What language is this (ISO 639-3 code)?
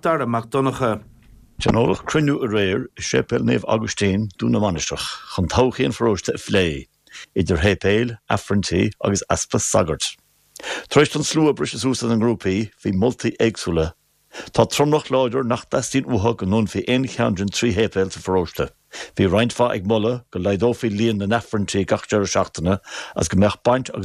gle